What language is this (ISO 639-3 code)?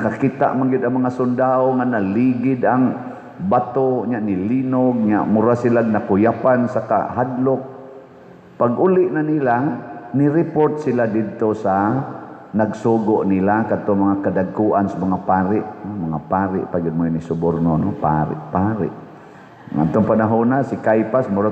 ceb